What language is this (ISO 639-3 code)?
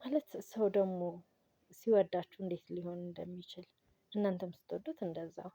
amh